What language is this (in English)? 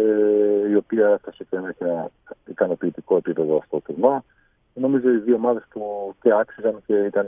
Greek